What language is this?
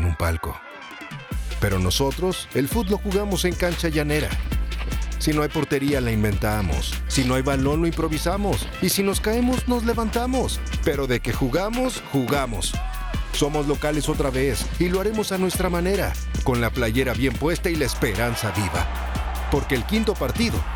Spanish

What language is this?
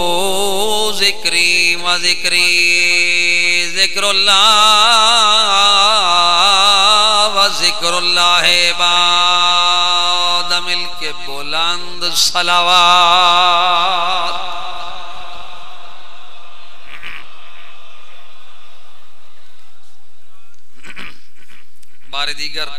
Urdu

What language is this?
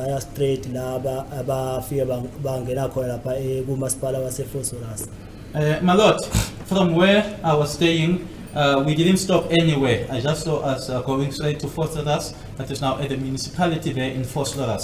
Zulu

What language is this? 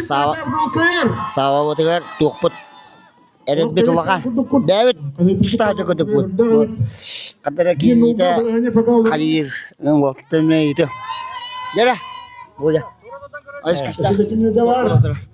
Yakut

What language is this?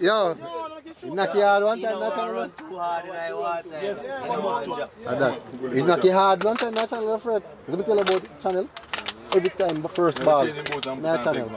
Jamaican Creole English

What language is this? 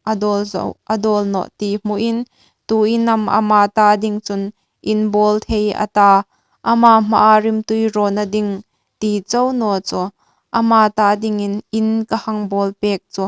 Hmar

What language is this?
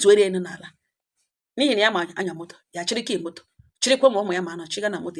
Igbo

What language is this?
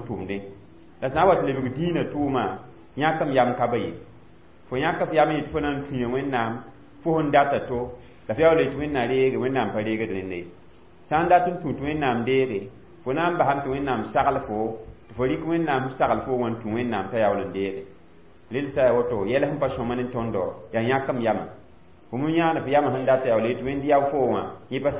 Mossi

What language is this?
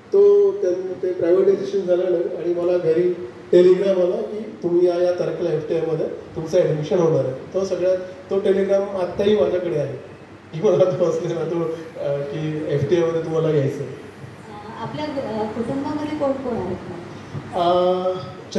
Marathi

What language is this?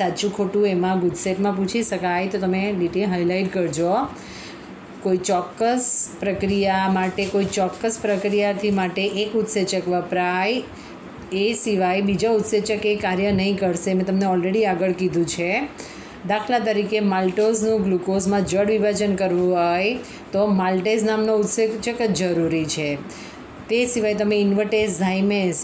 Gujarati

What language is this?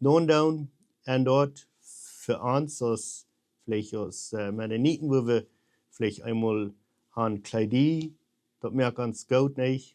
Plautdietsch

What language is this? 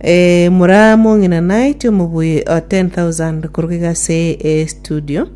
Gusii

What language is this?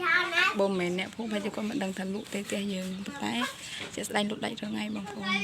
Khmer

